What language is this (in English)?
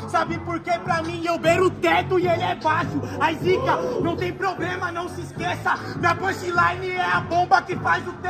Portuguese